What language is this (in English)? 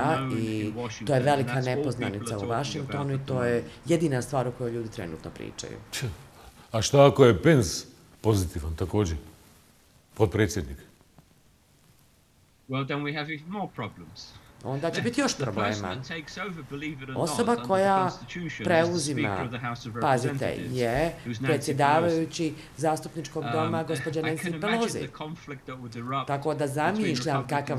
Bosnian